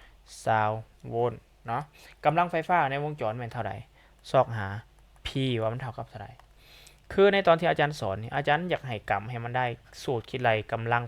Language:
Lao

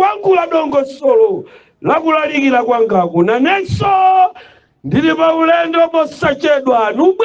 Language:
Nyanja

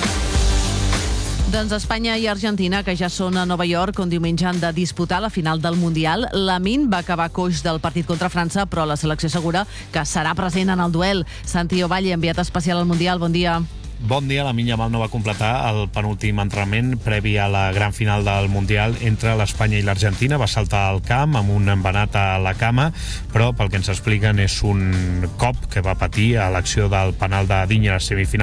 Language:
Catalan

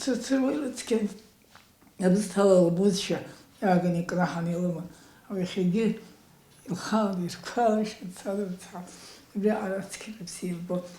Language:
Abkhazian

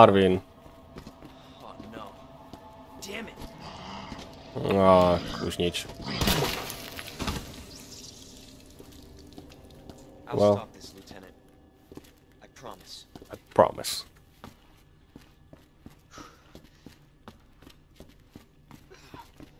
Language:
Slovak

